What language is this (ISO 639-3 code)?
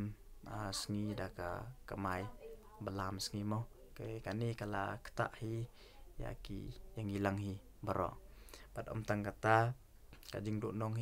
kha